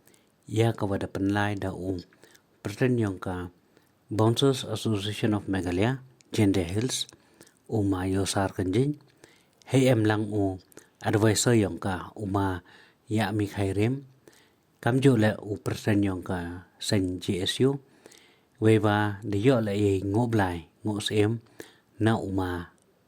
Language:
Pnar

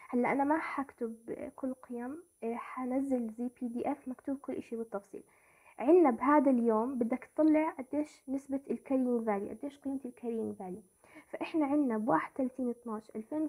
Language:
South Levantine Arabic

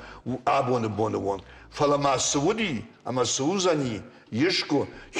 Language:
Ossetic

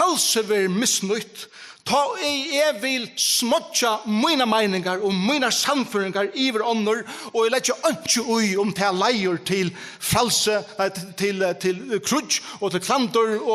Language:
Faroese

